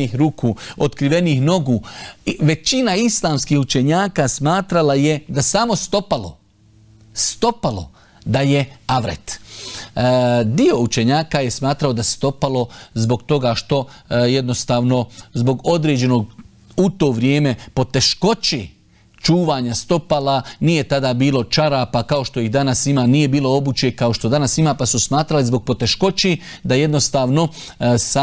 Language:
Bosnian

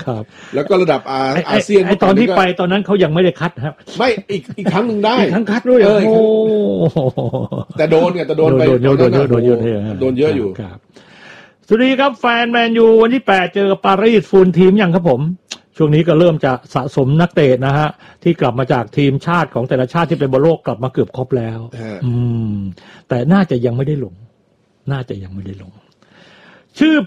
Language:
Thai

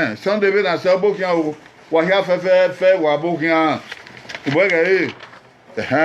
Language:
Bini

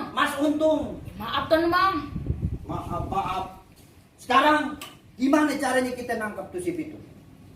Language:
Betawi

